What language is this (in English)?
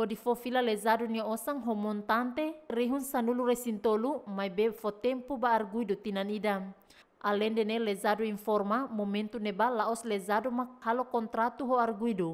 Tetum